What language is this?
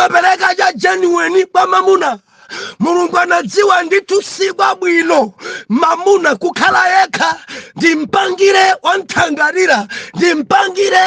Nyanja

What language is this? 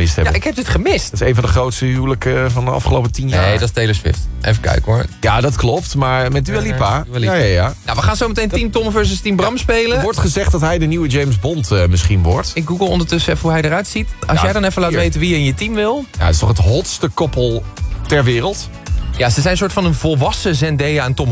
Dutch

